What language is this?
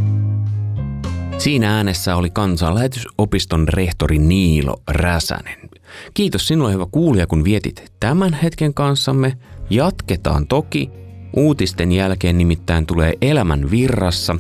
Finnish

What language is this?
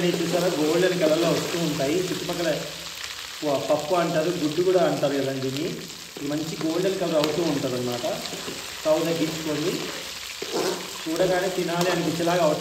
Telugu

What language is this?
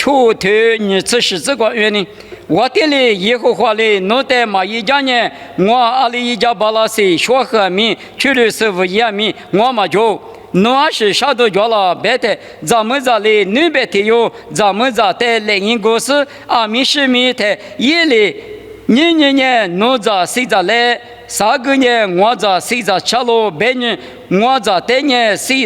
Lisu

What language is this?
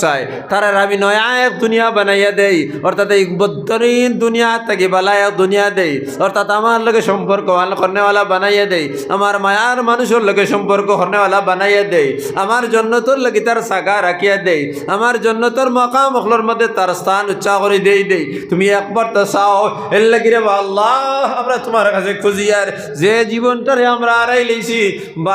Sylheti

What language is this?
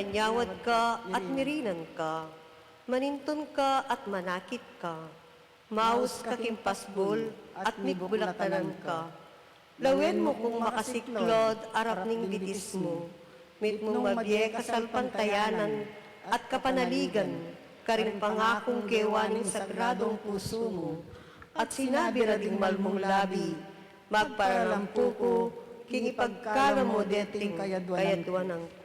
Pampanga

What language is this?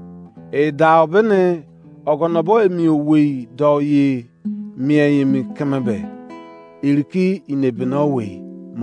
Izon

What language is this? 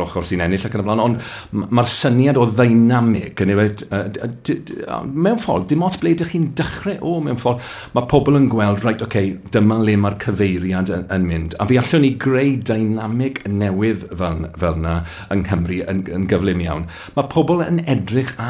Welsh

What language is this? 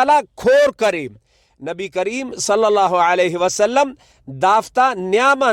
Brahui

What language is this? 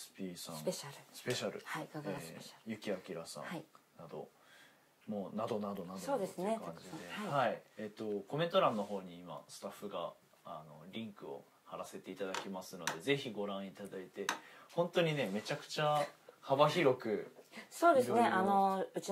Japanese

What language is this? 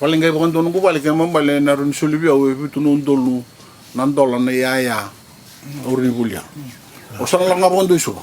Fijian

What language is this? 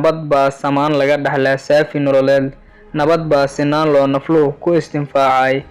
Somali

